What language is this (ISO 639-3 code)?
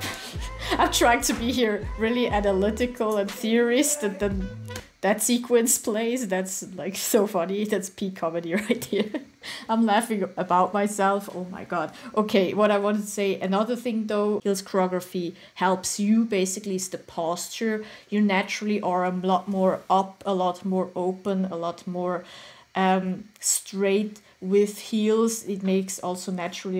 eng